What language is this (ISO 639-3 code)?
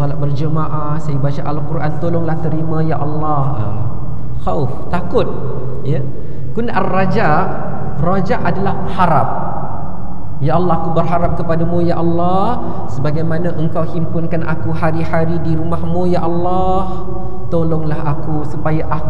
msa